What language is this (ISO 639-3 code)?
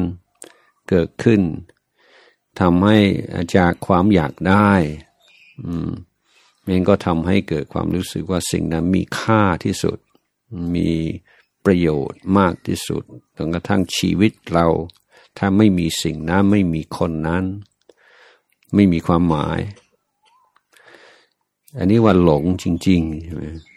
tha